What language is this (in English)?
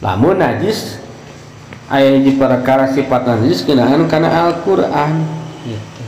Sundanese